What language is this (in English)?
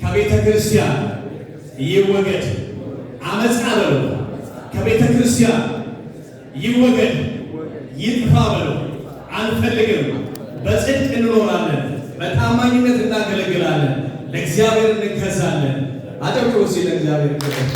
Amharic